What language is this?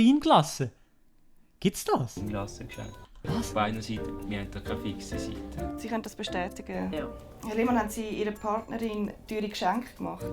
Swiss German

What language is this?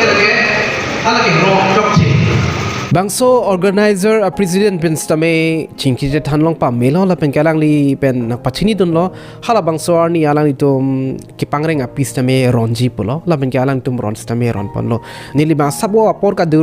Karbi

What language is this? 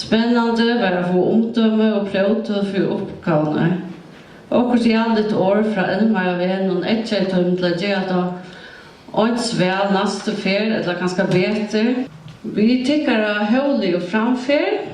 Faroese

